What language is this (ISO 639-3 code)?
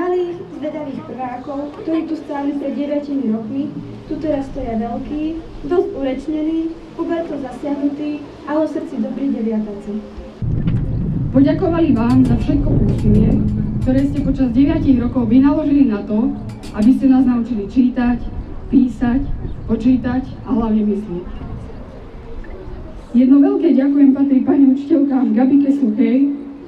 slk